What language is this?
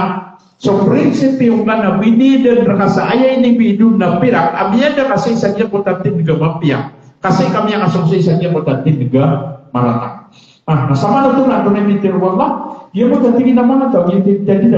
Maranao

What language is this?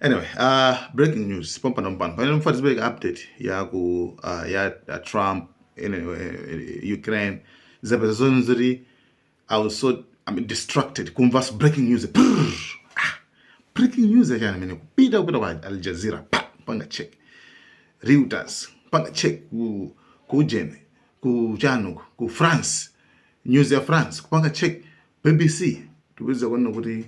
Nyanja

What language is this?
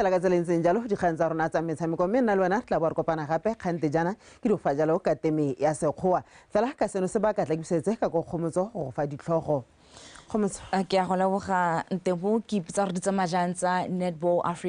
Tswana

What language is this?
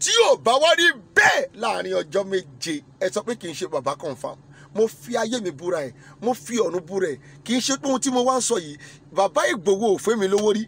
Yoruba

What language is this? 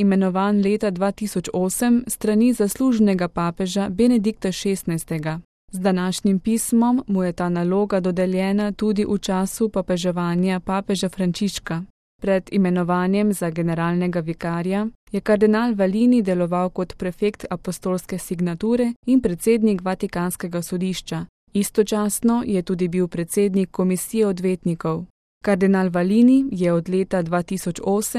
Slovenian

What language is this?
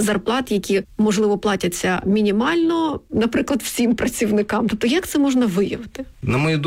Ukrainian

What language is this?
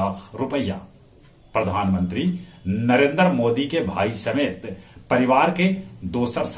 Magahi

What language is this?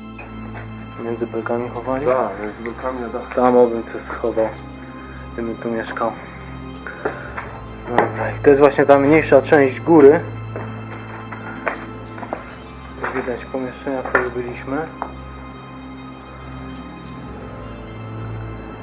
Polish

